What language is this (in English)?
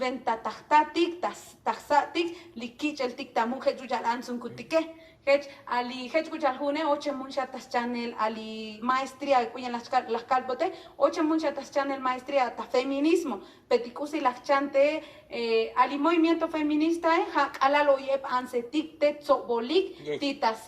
Tzotzil